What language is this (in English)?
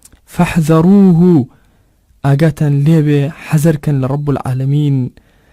Central Kurdish